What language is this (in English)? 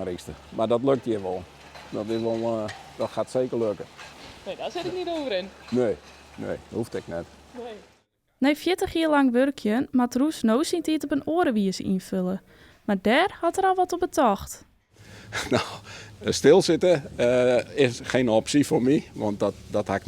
Western Frisian